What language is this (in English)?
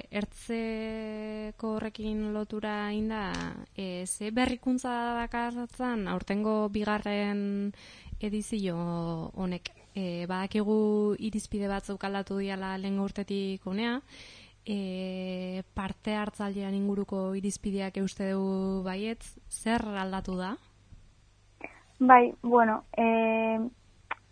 Basque